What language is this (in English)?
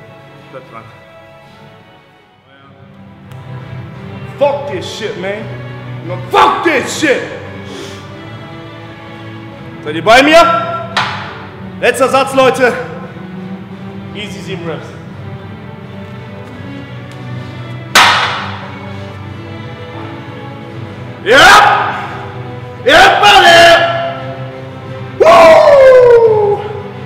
German